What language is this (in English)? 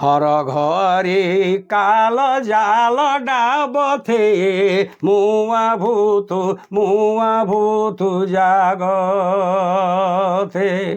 Sadri